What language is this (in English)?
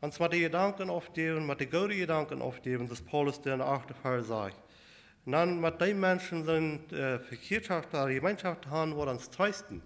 Plautdietsch